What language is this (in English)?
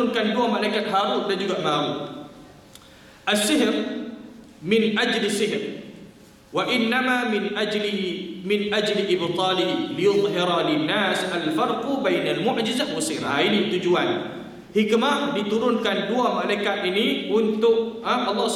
Malay